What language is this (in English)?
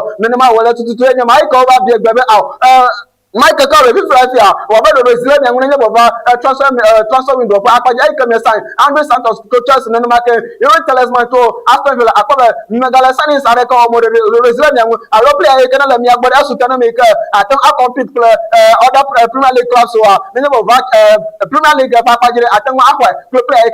Ewe